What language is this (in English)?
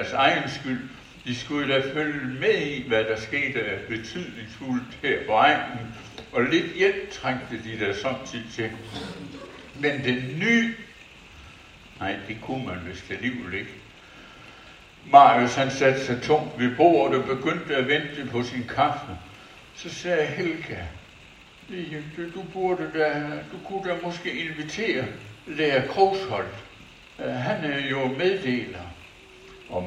Danish